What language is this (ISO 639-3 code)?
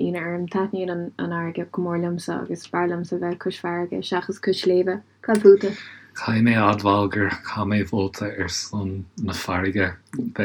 gle